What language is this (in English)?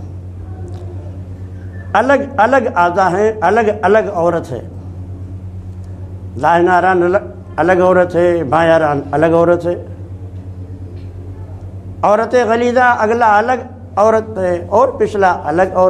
Urdu